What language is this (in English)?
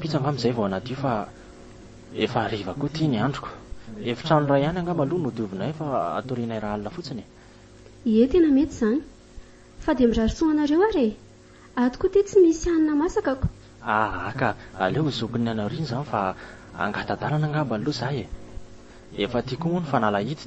Malagasy